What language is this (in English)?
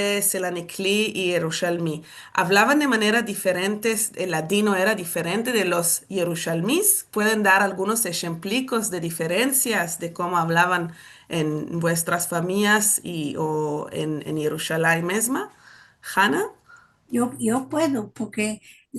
Ladino